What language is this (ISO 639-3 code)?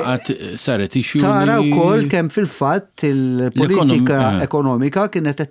mlt